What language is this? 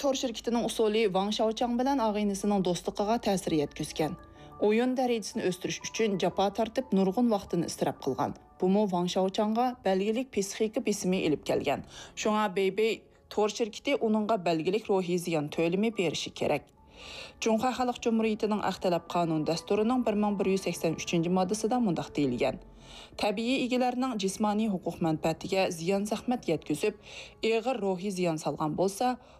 Uyghur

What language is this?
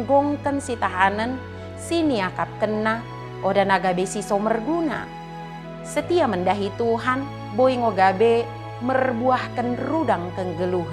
Batak Dairi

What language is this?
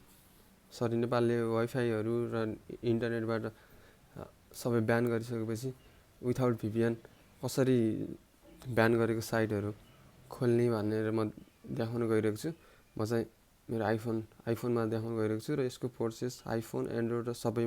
Nepali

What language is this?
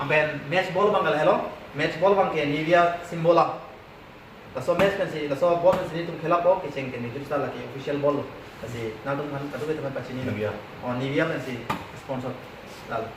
Karbi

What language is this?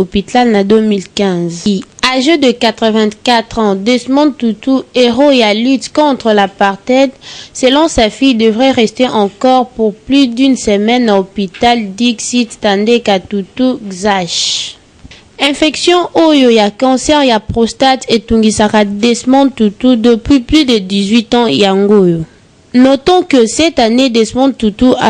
Lingala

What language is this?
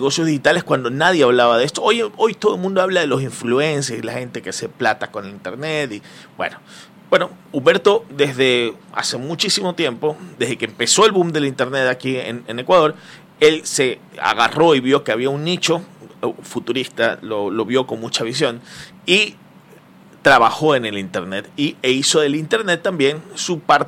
Spanish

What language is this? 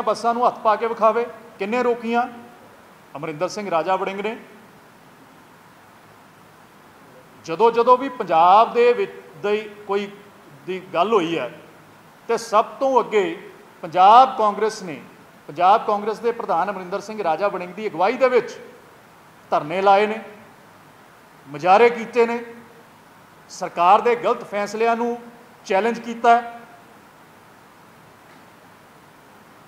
Punjabi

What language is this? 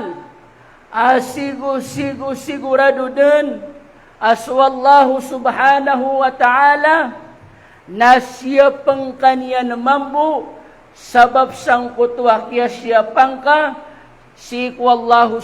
Maranao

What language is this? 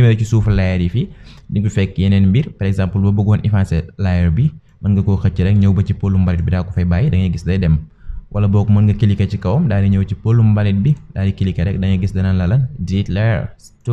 Wolof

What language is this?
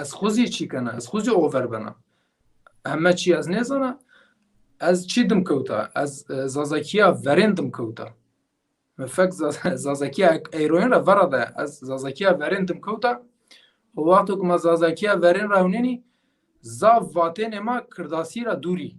Zaza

